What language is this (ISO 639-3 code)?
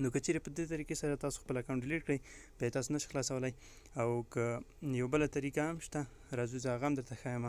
pus